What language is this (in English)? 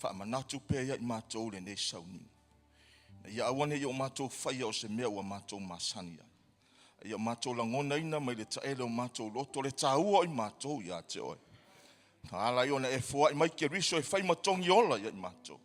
Samoan